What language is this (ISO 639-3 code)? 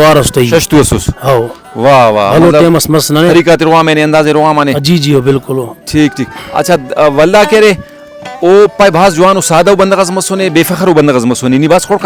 brh